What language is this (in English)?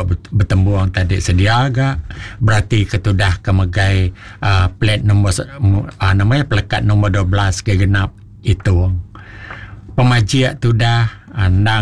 Iban